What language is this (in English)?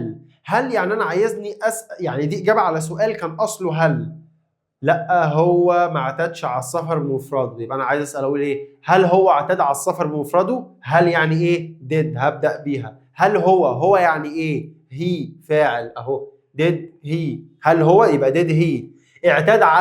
Egyptian Arabic